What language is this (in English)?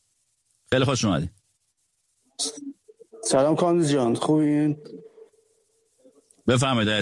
Persian